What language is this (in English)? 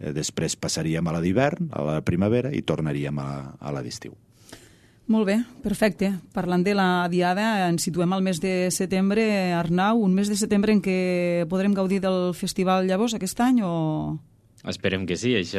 Catalan